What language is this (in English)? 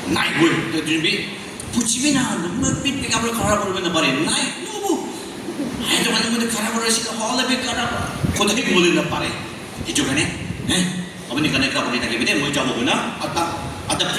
Naga Pidgin